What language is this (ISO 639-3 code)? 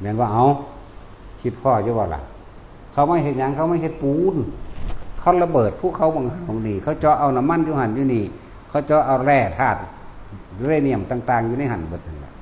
tts